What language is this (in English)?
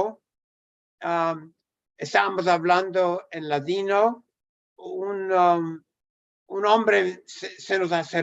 Ladino